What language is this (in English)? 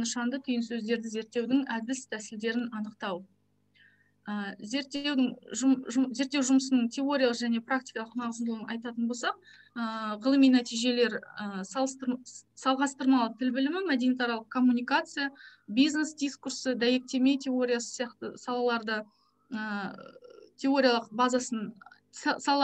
Kazakh